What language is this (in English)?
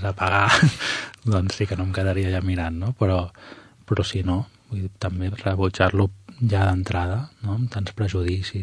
Catalan